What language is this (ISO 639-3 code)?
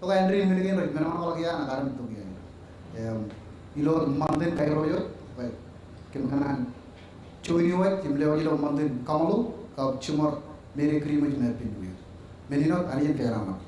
mah